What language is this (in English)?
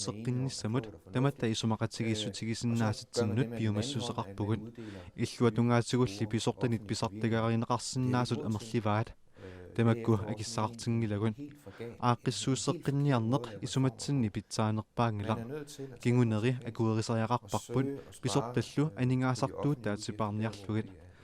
Kalaallisut